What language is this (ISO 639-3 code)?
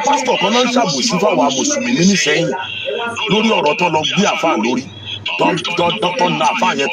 yor